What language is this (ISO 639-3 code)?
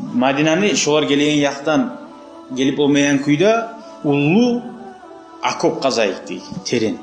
kum